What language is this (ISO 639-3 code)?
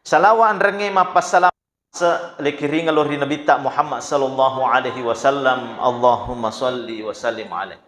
bug